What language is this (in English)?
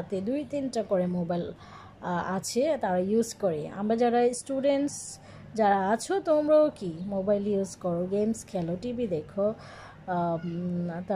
Bangla